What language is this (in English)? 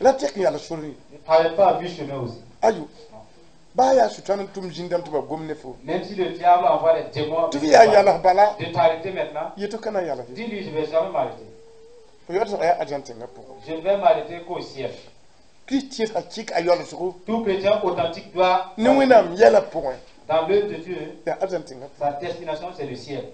Mossi